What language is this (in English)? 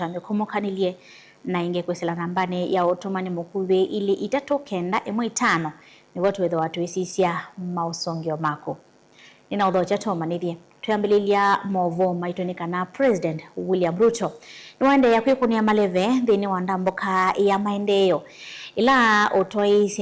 Kamba